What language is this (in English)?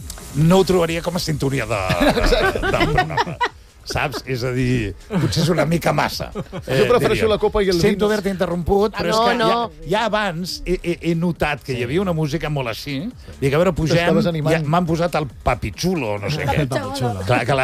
Catalan